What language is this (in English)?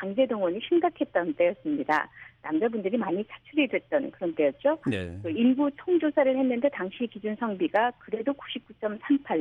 Korean